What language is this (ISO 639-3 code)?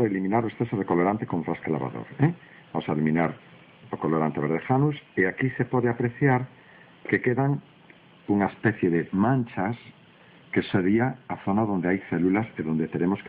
glg